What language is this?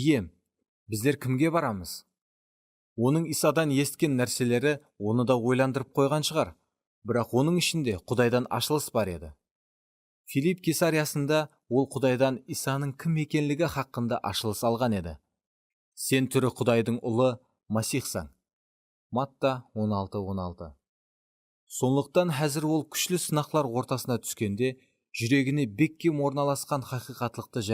Kara-Kalpak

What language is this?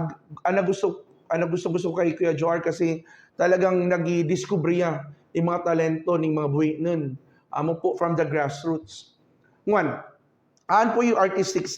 Buhi'non Bikol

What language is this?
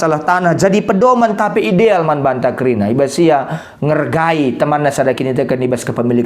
Batak Karo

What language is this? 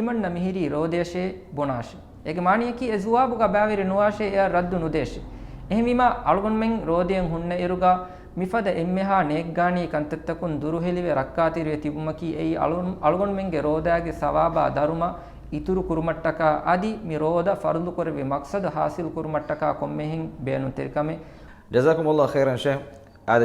Divehi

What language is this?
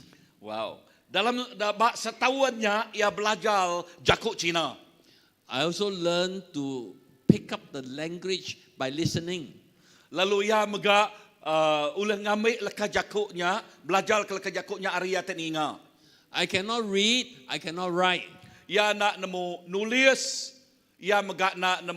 Iban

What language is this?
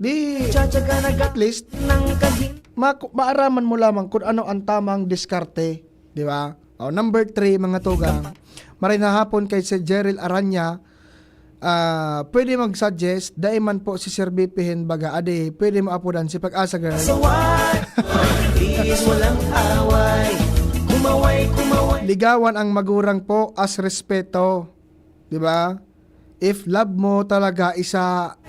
Bikol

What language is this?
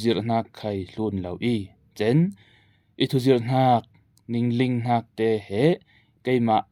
Falam Chin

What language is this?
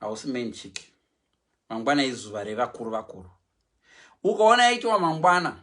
Shona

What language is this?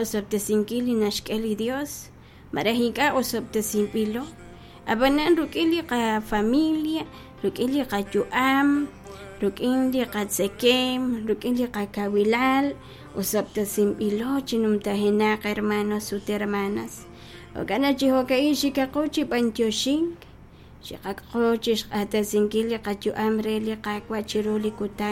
Kekchí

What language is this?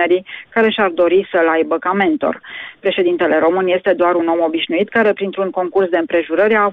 Romanian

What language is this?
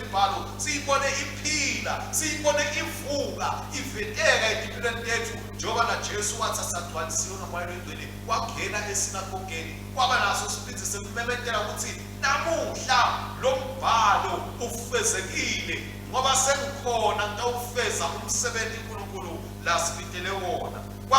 Swati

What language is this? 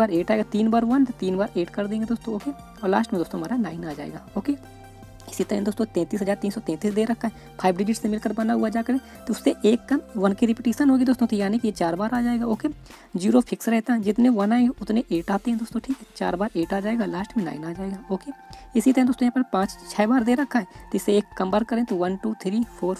Hindi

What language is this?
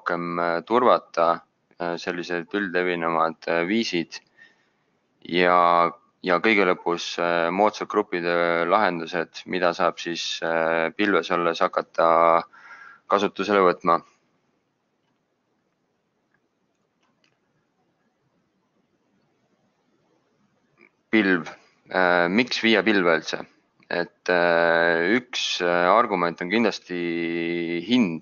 Estonian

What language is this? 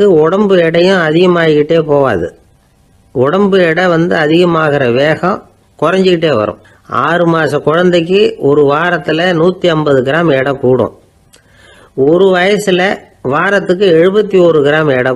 Tamil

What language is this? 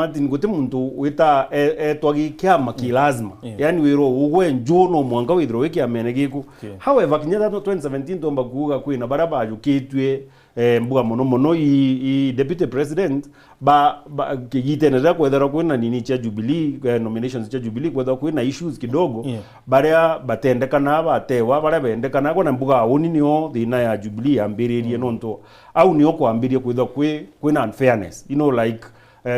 Meru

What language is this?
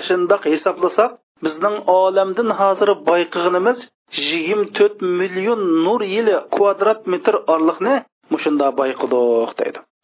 Uyghur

